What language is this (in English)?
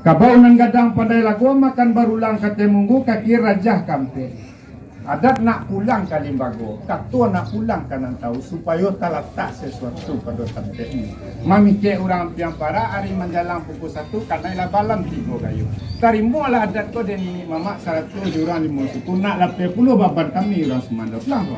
Minangkabau